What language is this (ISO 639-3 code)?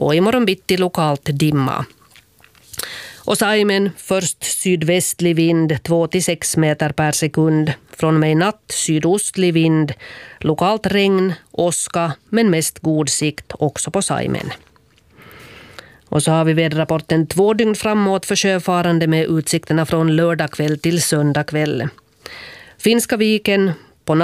swe